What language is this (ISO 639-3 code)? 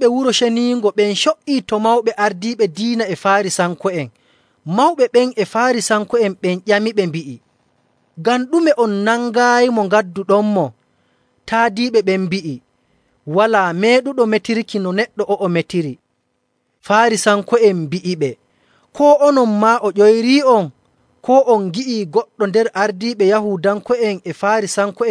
fuv